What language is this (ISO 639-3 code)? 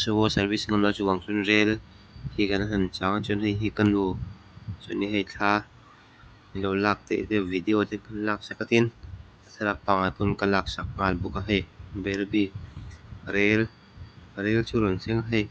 lus